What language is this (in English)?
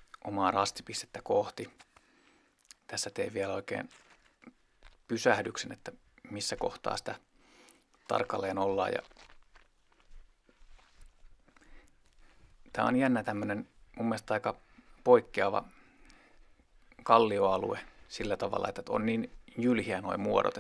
Finnish